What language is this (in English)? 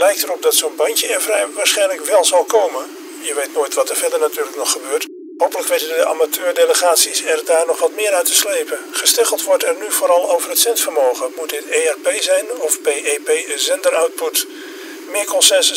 Dutch